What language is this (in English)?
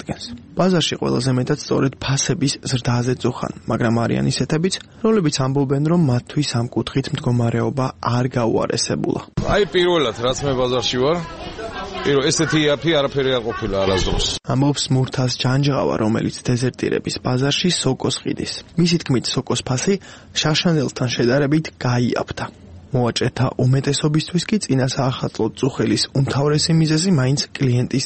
Georgian